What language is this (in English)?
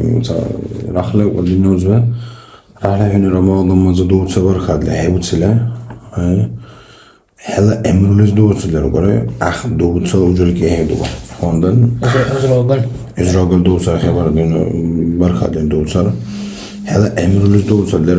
Dargwa